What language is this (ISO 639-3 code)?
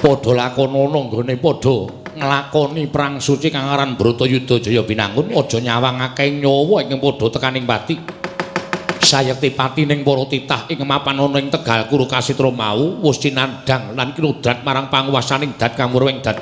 jav